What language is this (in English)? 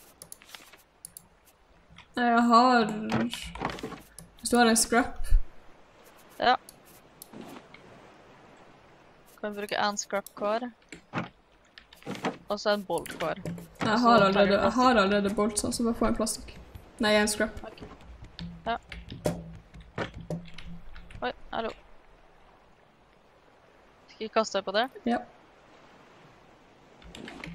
Norwegian